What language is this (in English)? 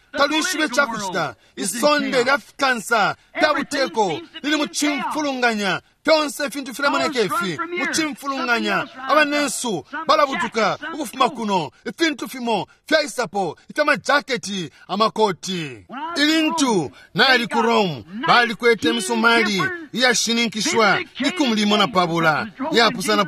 Bemba